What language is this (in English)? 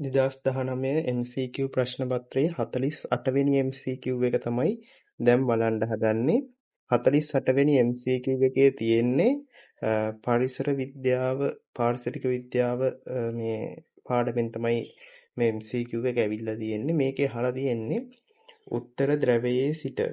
Sinhala